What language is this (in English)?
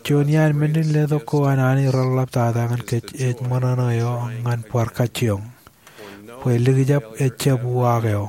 Marshallese